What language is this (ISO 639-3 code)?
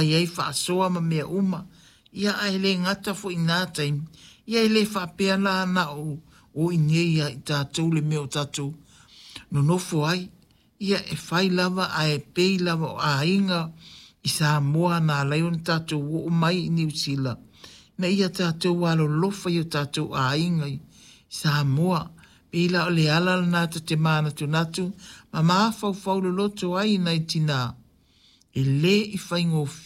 smo